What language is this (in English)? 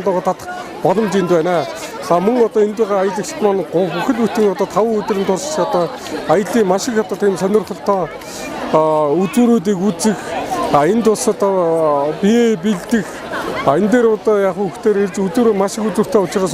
Mongolian